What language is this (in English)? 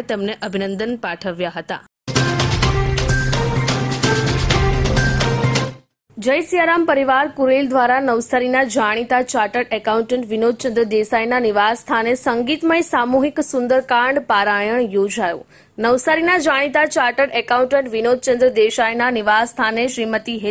Gujarati